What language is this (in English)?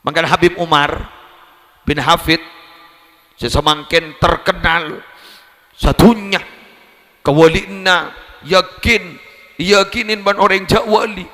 Madurese